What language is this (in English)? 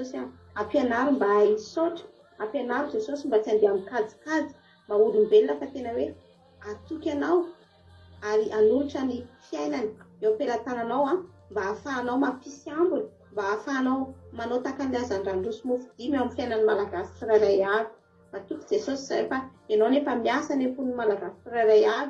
Malagasy